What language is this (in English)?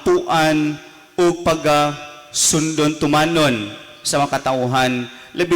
Cebuano